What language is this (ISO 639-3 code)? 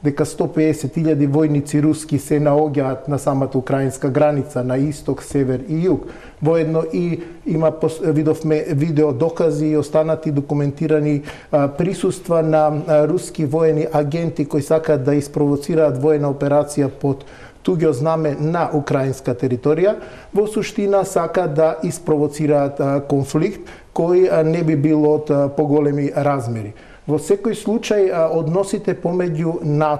mkd